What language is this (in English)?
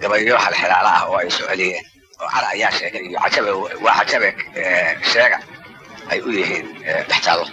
Somali